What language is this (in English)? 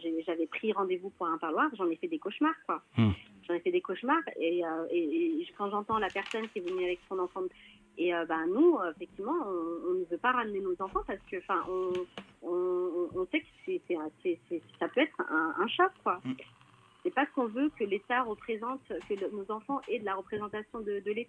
French